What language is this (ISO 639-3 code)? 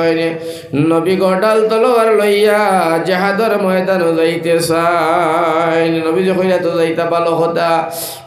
syl